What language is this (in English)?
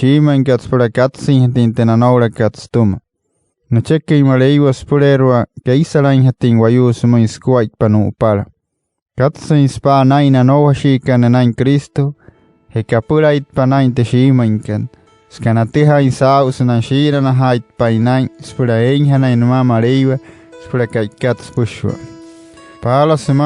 Wayuu